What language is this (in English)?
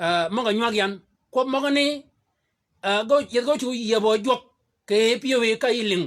Shilluk